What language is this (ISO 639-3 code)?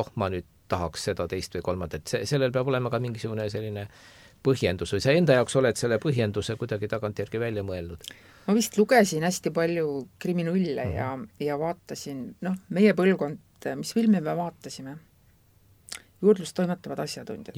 est